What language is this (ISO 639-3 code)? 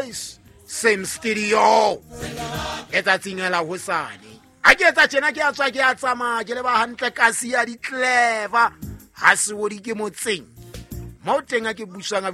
sot